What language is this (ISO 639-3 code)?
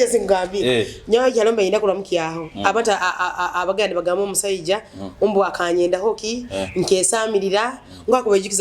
nyo